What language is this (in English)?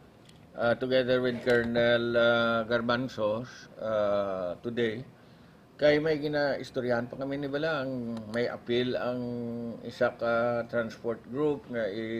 Hiligaynon